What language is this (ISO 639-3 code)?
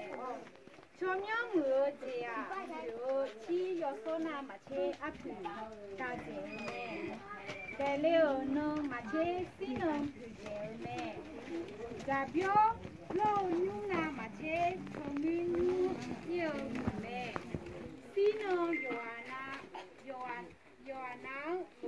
ahk